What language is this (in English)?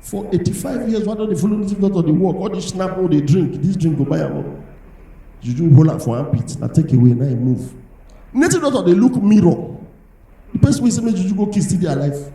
Nigerian Pidgin